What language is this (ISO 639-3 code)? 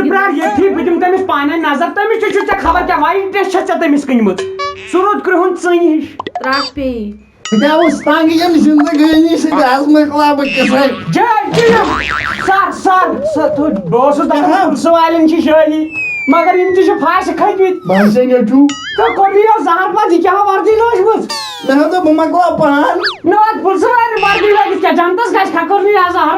kas